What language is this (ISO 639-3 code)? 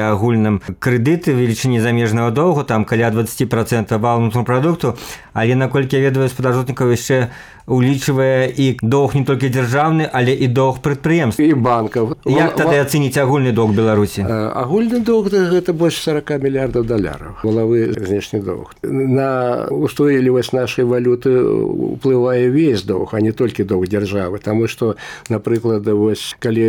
bel